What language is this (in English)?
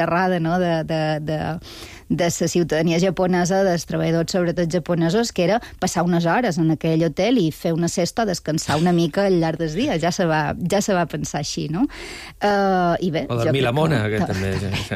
Catalan